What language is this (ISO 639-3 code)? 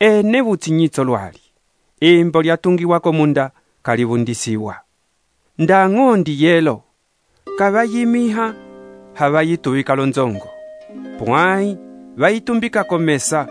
umb